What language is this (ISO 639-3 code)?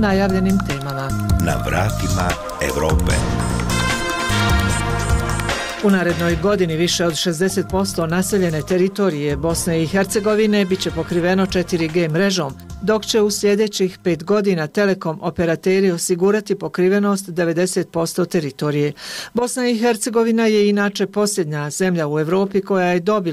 bos